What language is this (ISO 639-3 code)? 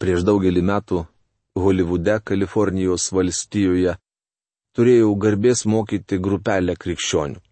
lit